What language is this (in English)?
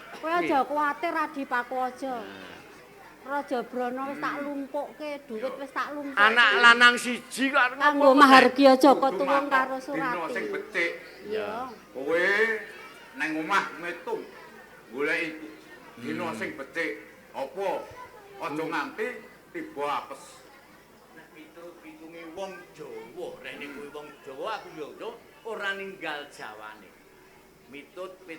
Javanese